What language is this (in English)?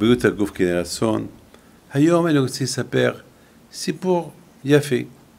Hebrew